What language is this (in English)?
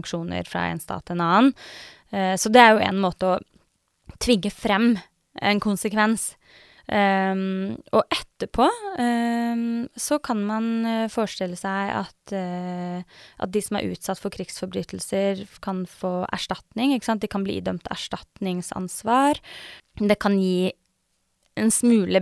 Norwegian